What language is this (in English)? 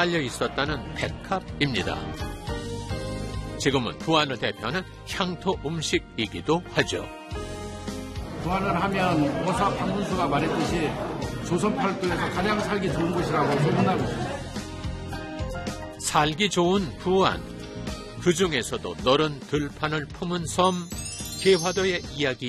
Korean